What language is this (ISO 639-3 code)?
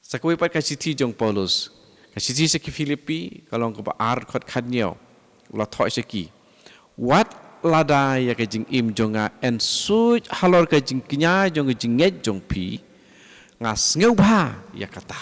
kha